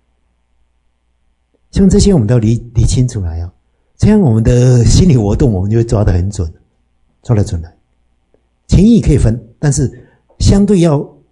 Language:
Chinese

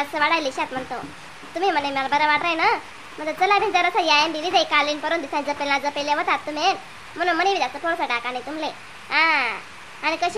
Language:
Khandesi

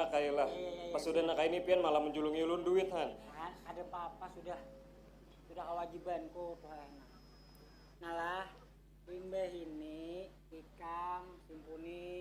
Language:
Banjar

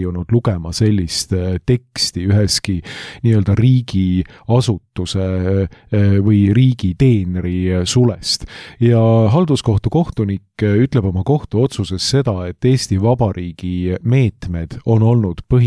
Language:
Estonian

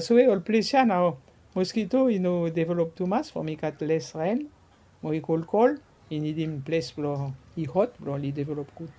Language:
Bislama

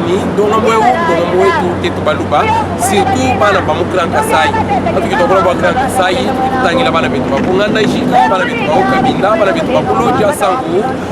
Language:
Luba-Lulua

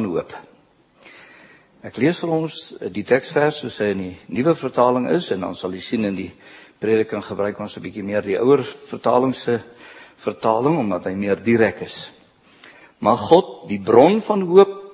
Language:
Afrikaans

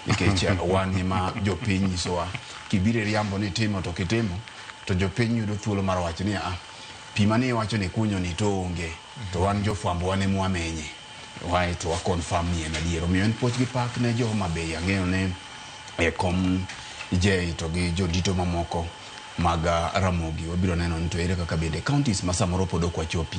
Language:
Luo (Kenya and Tanzania)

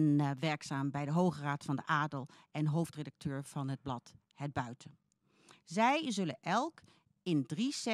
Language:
Dutch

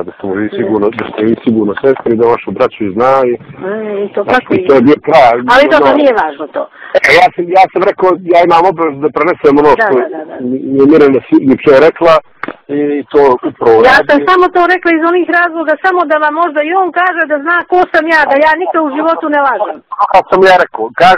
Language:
Bosnian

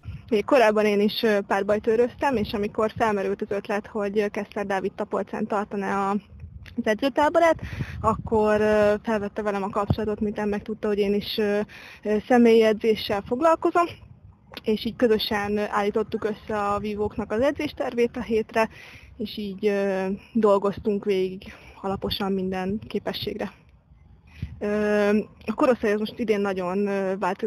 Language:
Hungarian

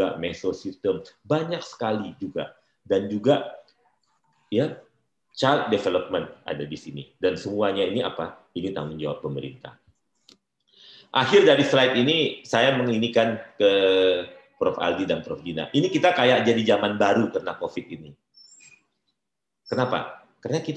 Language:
Indonesian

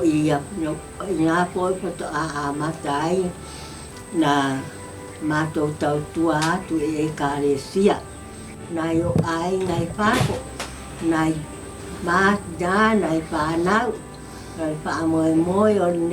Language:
Samoan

